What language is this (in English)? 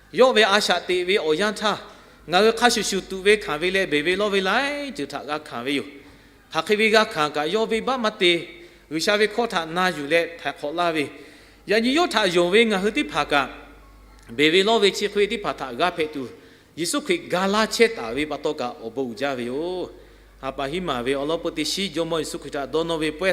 Lahu